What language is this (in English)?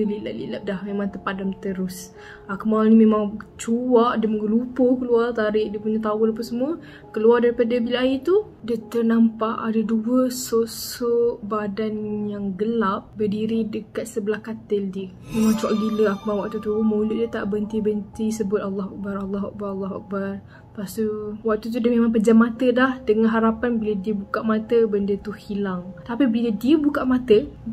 Malay